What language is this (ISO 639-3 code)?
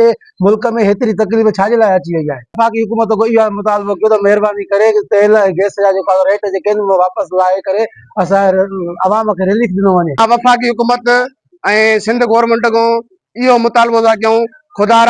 snd